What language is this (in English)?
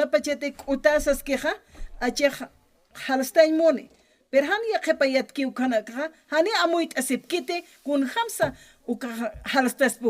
Aymara